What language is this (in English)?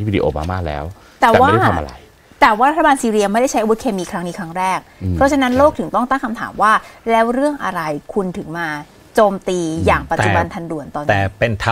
Thai